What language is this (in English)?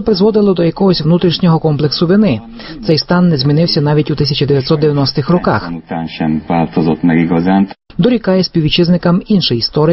Ukrainian